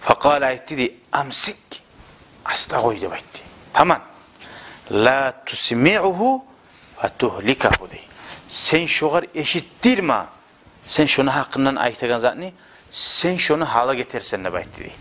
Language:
Kumyk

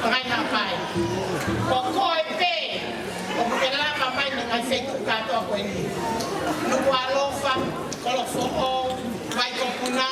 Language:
Tongan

